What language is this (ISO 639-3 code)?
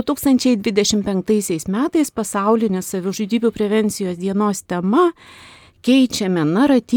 lit